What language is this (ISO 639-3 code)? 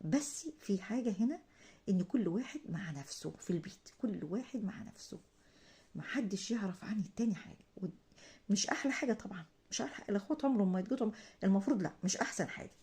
arz